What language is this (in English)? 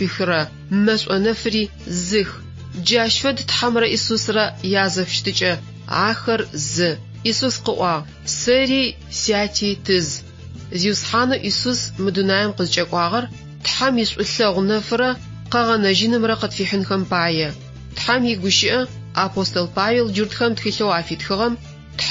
Adyghe